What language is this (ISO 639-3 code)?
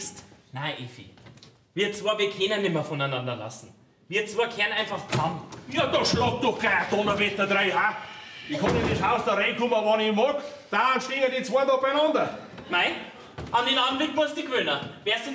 bar